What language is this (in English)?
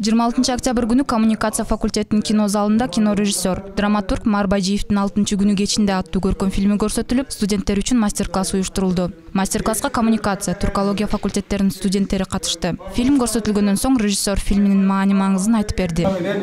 Kyrgyz